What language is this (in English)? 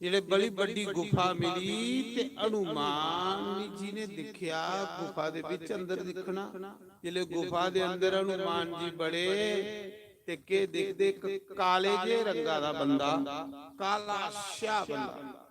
Dogri